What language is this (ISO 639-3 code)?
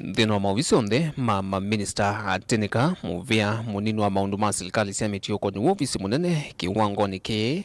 kam